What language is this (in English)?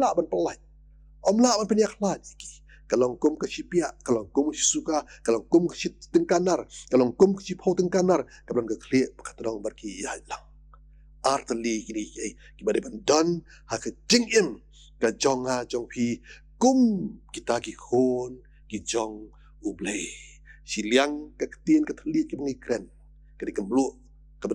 Khasi